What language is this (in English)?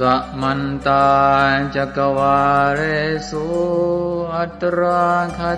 Pali